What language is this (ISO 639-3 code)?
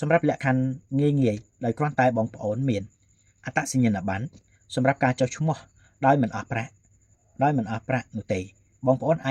khm